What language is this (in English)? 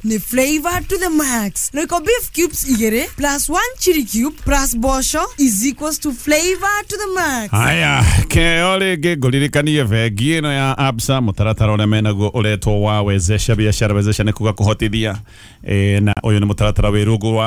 Kikuyu